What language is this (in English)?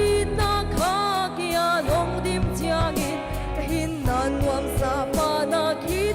Paite Chin